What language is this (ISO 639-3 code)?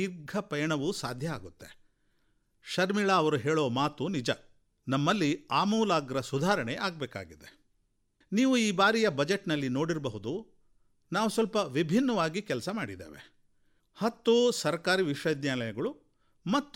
kan